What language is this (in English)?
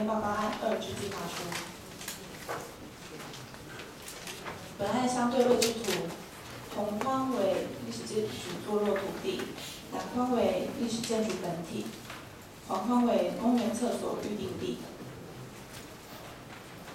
Chinese